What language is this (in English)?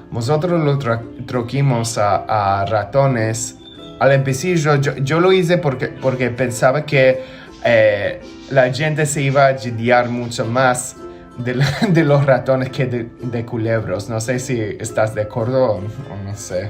Ladino